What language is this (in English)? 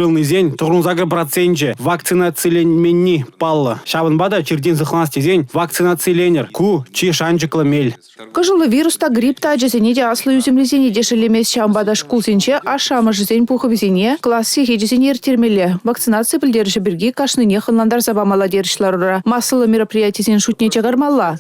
Chuvash